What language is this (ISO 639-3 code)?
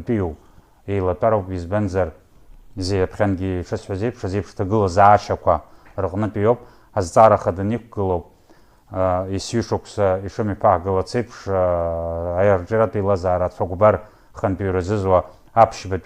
abk